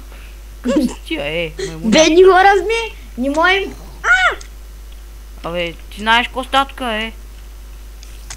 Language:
Bulgarian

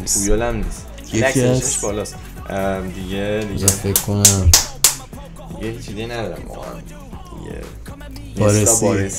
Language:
Persian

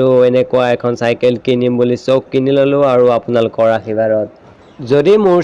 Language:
Assamese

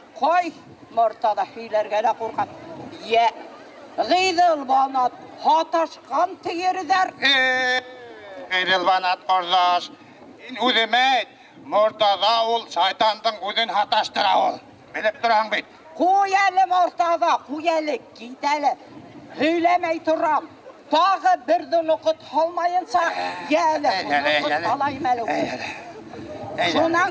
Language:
Bashkir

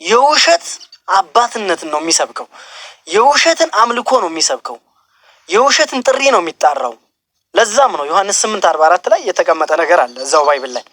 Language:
Amharic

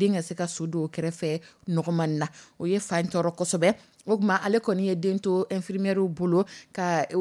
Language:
Dyula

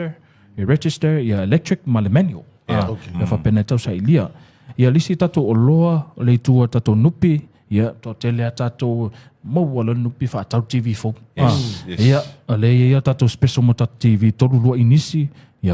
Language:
Samoan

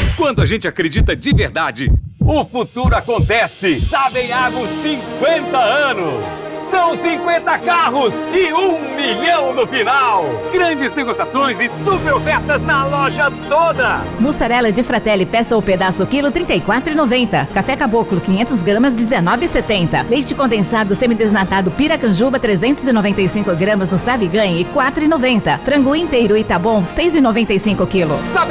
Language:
Portuguese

